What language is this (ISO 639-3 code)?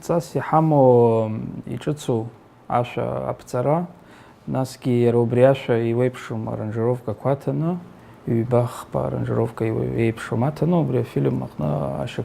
abk